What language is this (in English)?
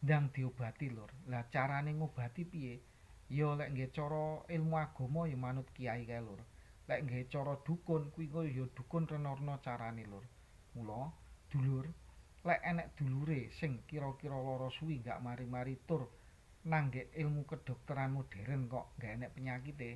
Javanese